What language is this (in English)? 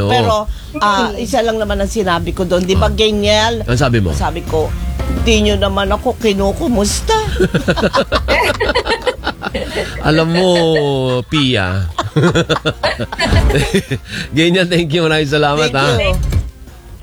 Filipino